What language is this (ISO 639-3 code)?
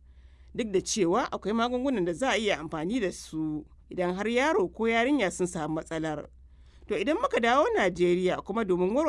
hau